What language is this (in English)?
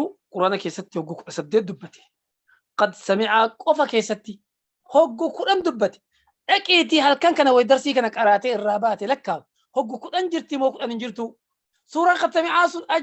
Oromo